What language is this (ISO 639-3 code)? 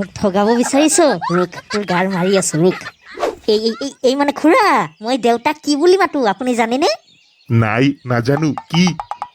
asm